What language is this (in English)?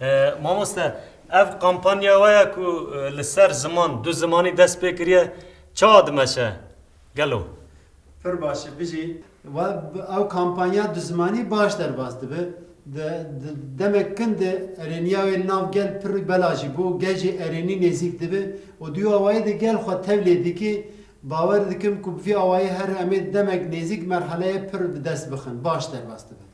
Kurdish